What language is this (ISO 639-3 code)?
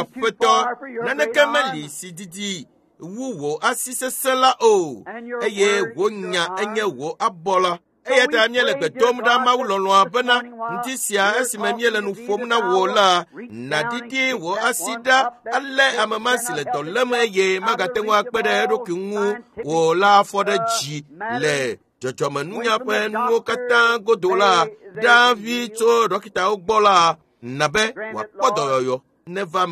ewe